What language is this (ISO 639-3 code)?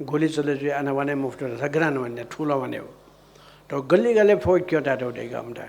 new